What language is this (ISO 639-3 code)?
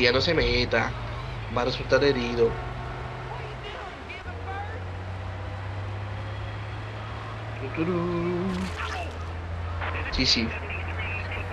spa